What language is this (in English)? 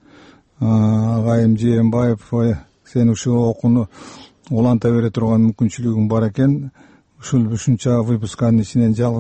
Kyrgyz